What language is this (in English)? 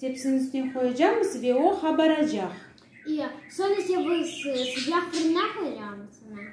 Crimean Tatar